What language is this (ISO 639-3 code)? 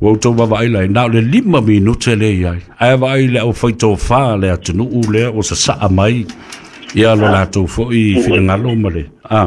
smo